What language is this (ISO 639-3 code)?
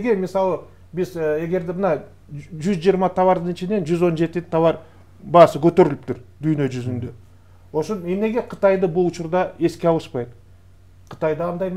kir